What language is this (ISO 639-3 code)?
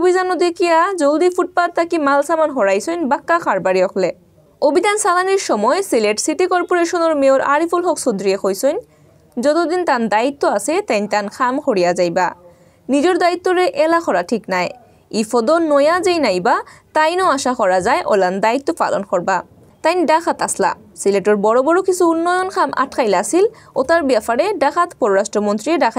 syl